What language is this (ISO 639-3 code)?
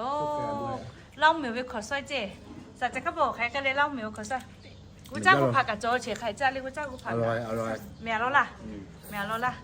lhu